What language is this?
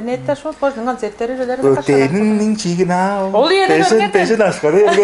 Tuvinian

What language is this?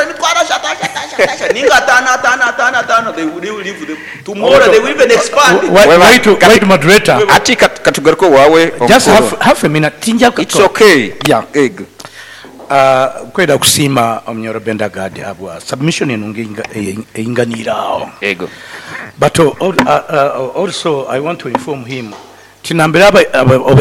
Nyoro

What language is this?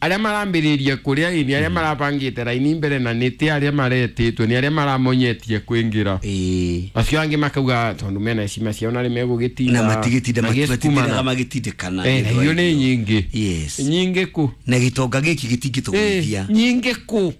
Kikuyu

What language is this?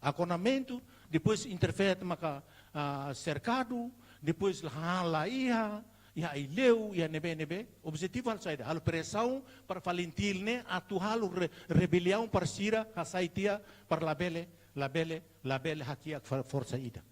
Tetum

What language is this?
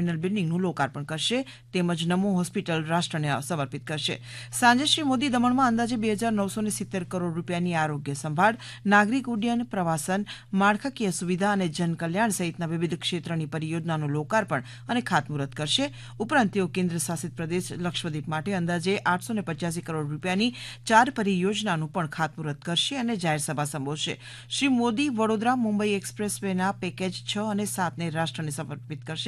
Gujarati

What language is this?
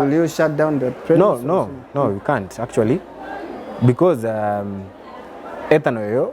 Gusii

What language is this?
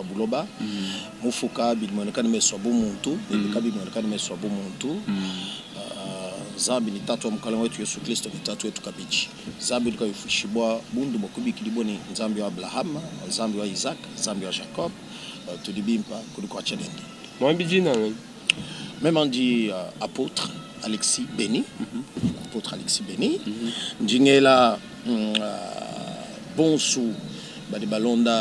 Luba-Lulua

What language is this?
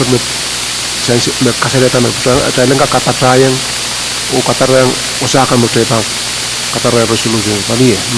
Pohnpeian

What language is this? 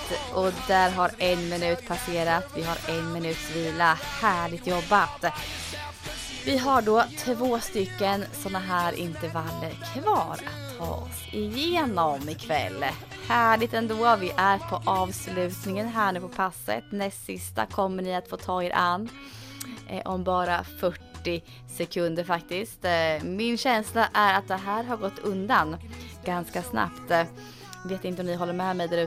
Swedish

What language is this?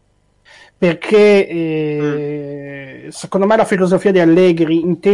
Italian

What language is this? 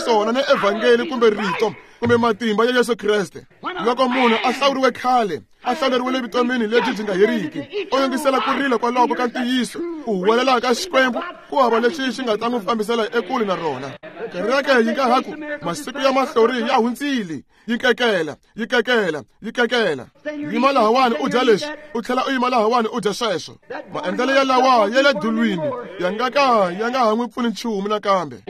Tsonga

